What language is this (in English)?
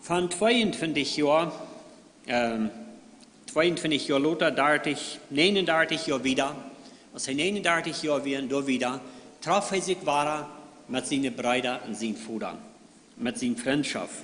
Plautdietsch